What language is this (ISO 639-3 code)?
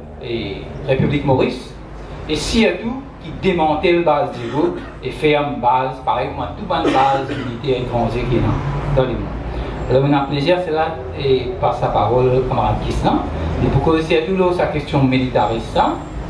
mfe